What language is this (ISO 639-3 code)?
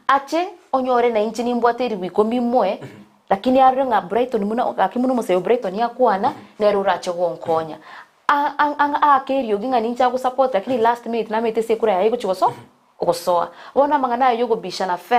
guz